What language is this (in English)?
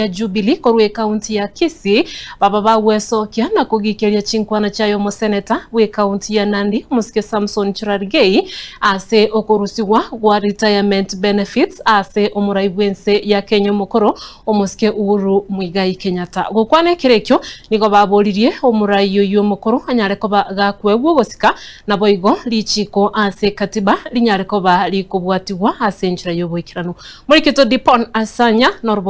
Gusii